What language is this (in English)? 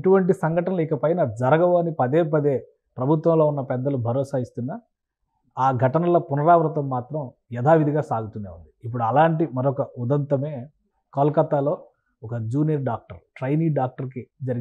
Telugu